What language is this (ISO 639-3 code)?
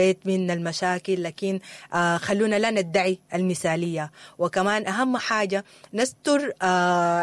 apd